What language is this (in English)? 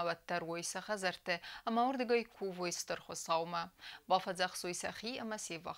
Ossetic